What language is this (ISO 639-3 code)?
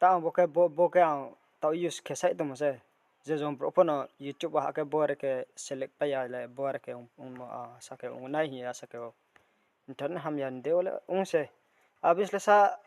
ria